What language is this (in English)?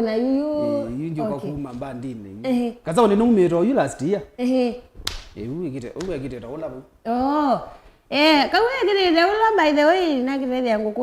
Kamba